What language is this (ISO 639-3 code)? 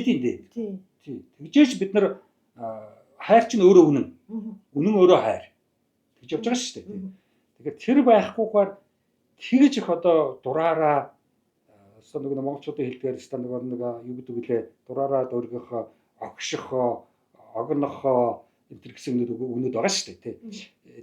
mon